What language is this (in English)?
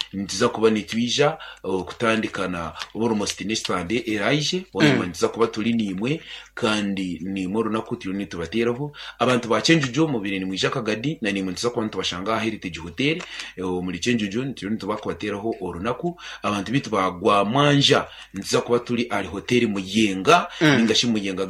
Nyankole